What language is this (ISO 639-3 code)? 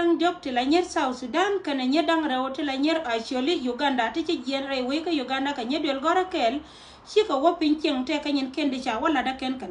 nus